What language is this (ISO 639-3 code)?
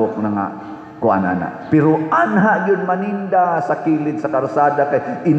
ceb